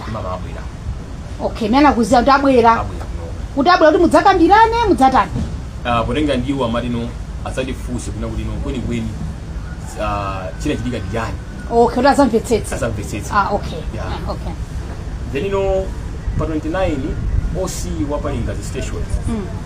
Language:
Nyanja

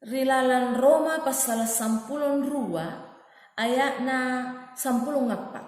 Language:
Makasar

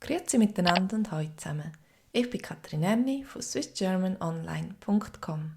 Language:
Swiss German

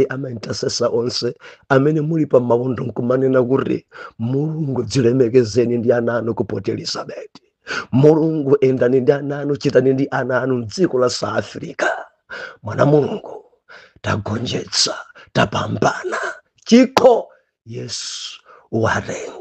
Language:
Nyanja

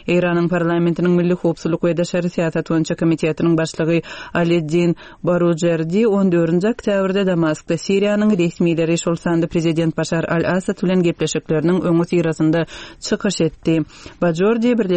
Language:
Turkmen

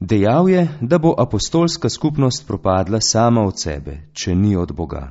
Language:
Slovenian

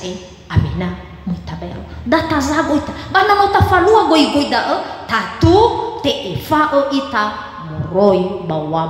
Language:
Nias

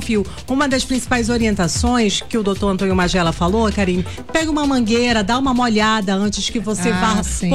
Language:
Portuguese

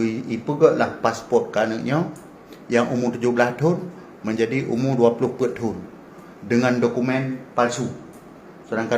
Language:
Achinese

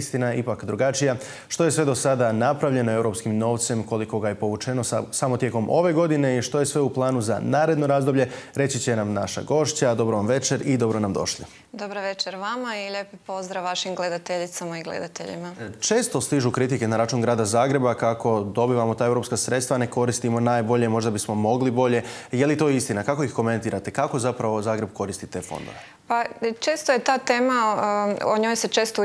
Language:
Croatian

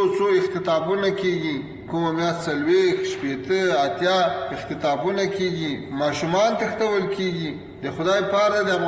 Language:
Pashto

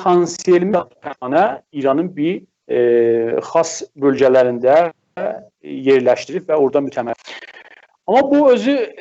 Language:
South Azerbaijani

